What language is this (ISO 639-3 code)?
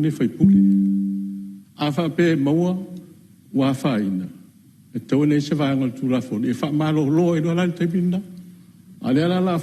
smo